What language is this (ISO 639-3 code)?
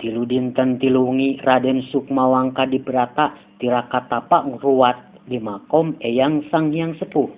sun